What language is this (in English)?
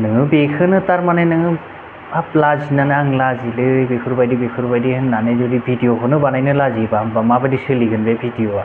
Bodo